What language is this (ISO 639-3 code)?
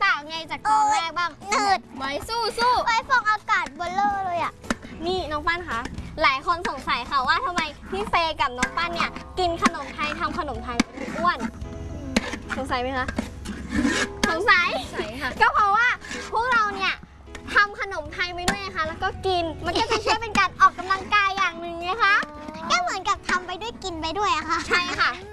tha